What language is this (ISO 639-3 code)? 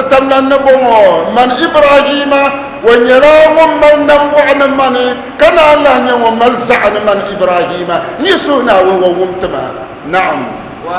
dag